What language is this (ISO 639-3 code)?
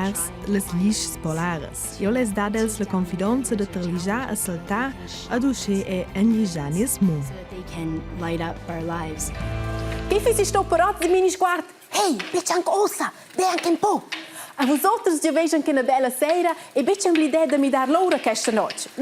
roh